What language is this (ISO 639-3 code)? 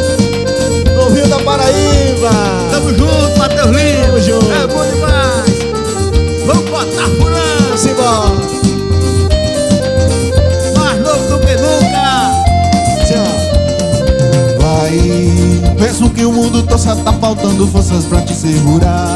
por